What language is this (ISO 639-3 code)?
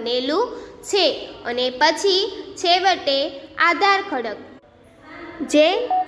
guj